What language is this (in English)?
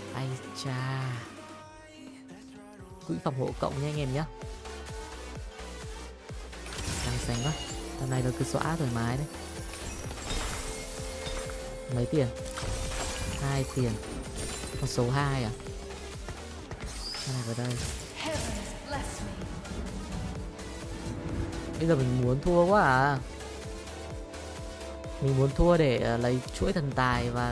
Vietnamese